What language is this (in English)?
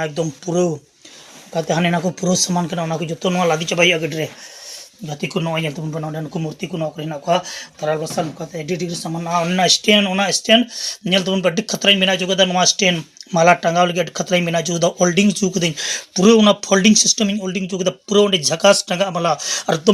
Santali